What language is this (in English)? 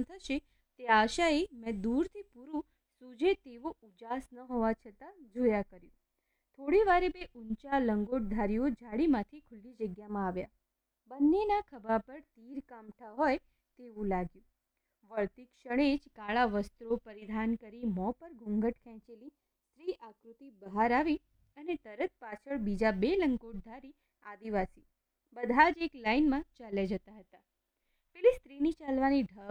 Gujarati